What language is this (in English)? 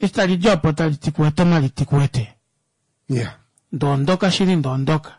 Kuanyama